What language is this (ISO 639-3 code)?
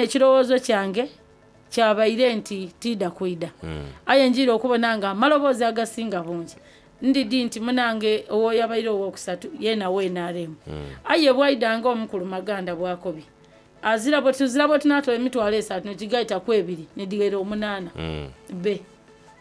xog